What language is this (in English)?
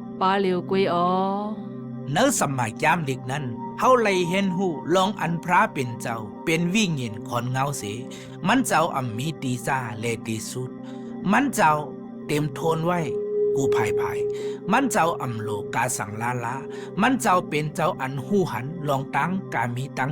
Shan